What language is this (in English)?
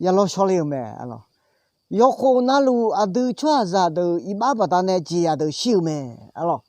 Akha